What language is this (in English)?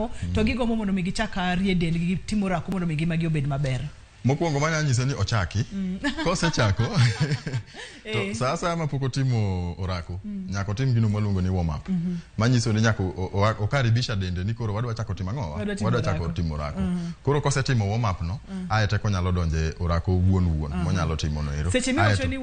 Luo (Kenya and Tanzania)